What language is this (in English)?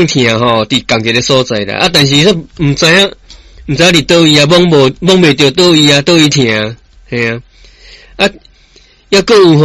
Min Nan Chinese